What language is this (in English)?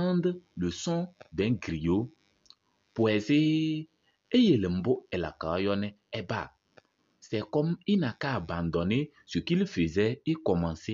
Kabiyè